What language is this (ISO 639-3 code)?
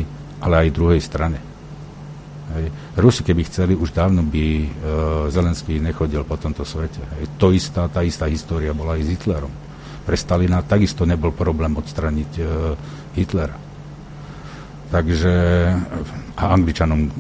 slk